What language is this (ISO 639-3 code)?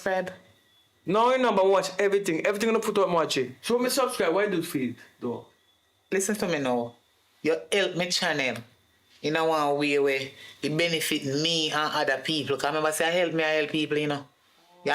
jam